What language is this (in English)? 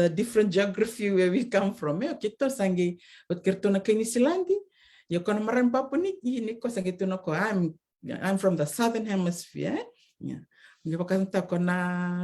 Fijian